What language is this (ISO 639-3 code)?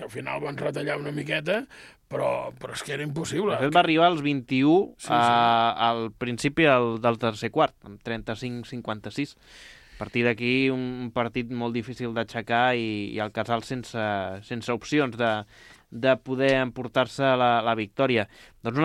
cat